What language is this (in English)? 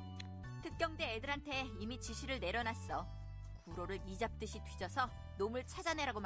Korean